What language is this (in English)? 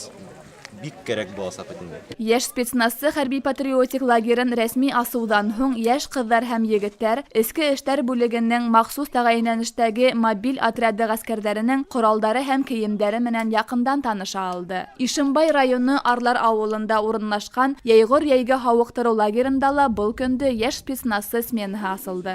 Bashkir